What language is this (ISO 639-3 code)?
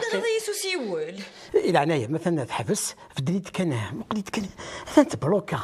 kab